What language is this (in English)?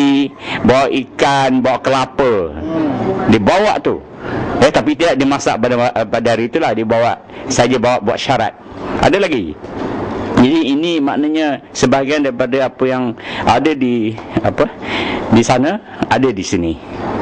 Banjar